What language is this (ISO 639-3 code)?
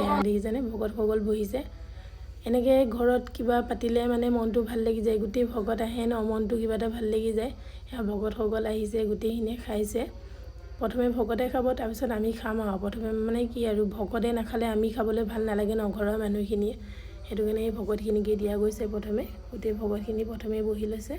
asm